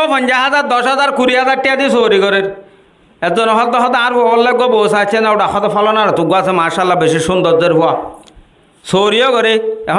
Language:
Rohingya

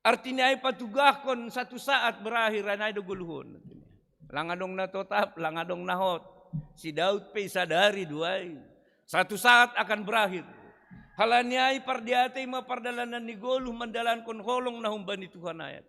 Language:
Batak Simalungun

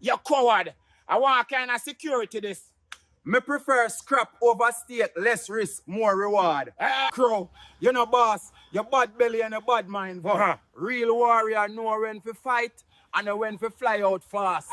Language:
Jamaican Creole English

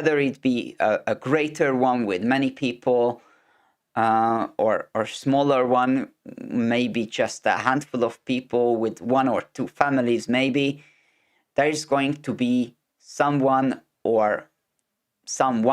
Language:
English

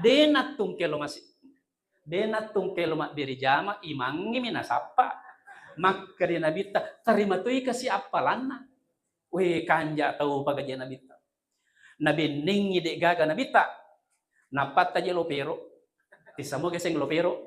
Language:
Buginese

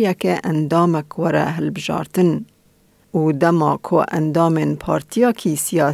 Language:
Kurdish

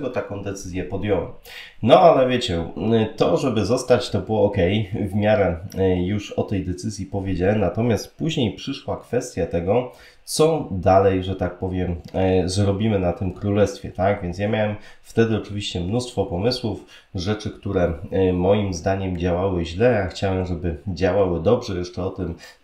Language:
Polish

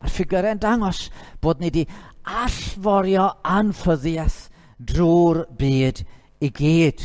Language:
Welsh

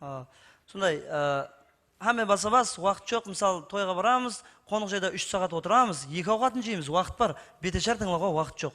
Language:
Kara-Kalpak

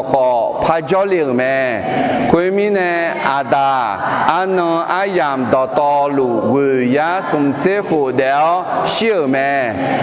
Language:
Akha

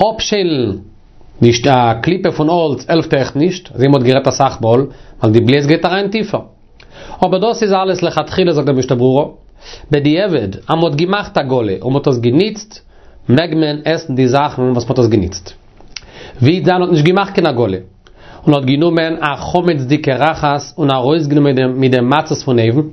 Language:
Yiddish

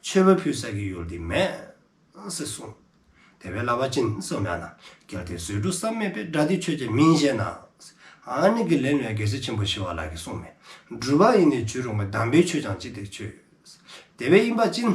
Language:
Dzongkha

